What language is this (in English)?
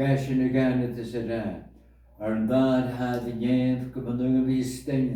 Scottish Gaelic